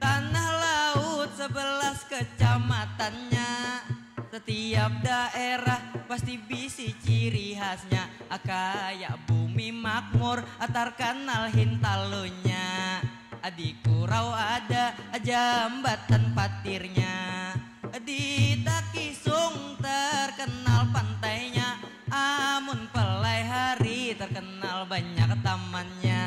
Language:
Banjar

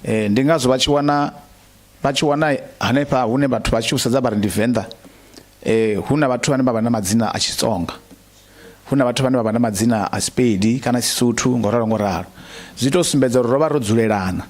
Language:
Venda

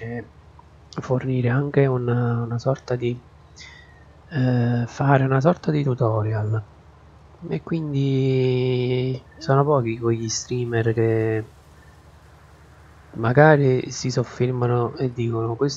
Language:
Italian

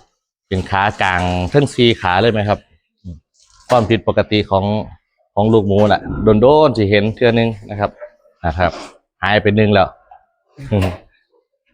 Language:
Northeastern Thai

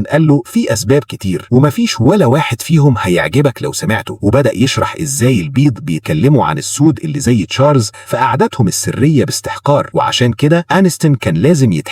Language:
Egyptian Arabic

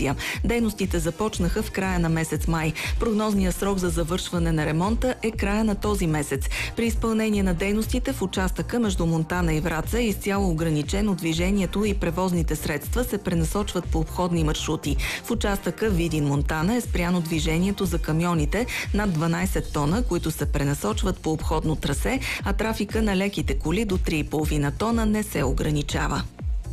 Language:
Bulgarian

